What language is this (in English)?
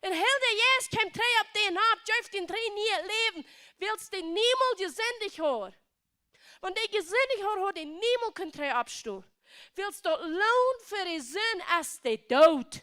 Plautdietsch